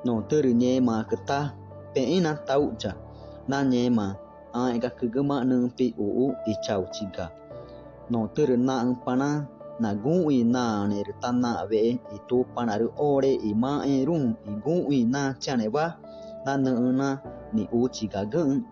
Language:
Ticuna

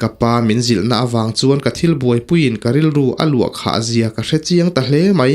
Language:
Mizo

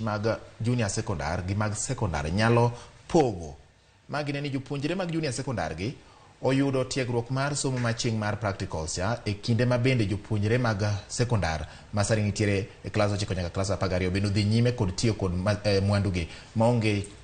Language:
Luo (Kenya and Tanzania)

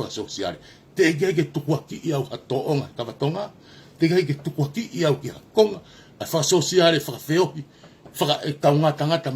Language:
Tongan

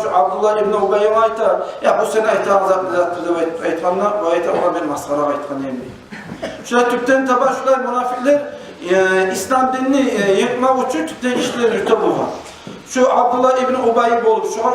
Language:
Kumyk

